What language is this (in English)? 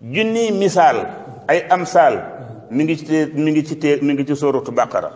Wolof